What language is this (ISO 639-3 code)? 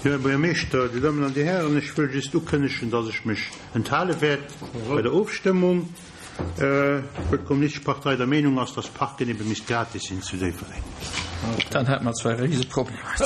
ltz